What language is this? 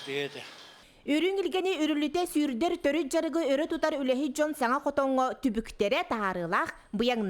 Yakut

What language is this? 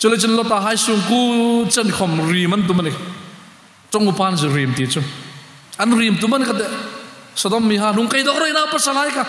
Hmar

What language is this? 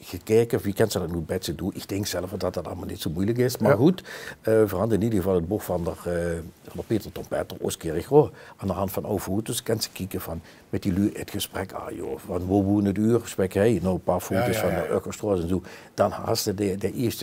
Limburgish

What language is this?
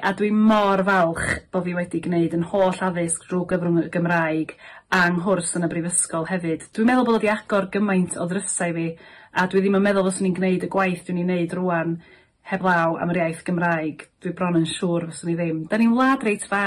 Welsh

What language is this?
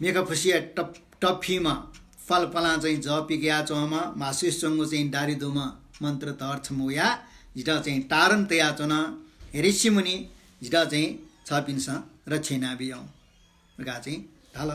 Newari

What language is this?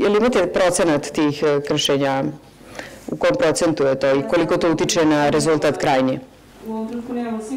Serbian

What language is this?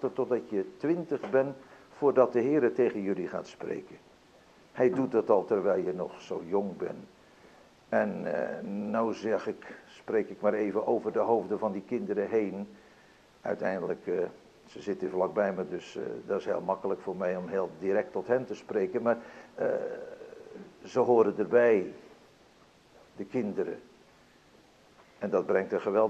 Dutch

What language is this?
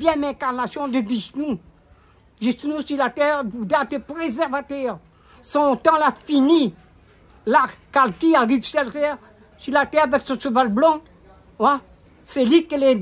Réunion Creole French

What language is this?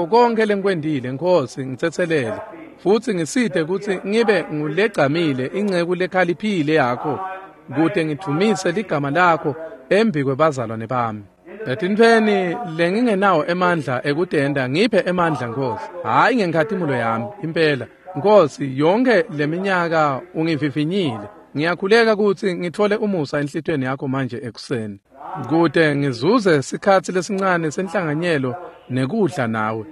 Swati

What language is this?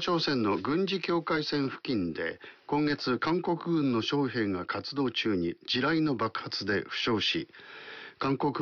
Japanese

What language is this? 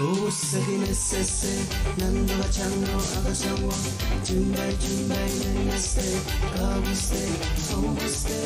Pohnpeian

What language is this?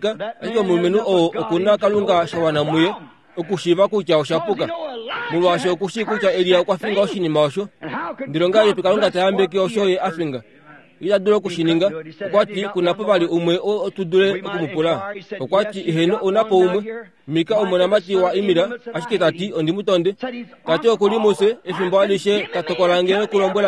Kuanyama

